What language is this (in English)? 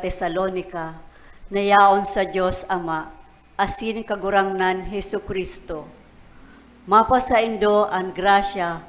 Bikol